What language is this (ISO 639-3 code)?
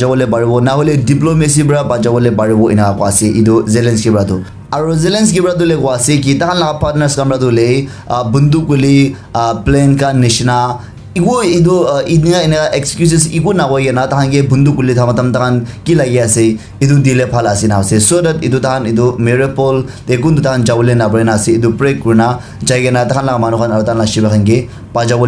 nag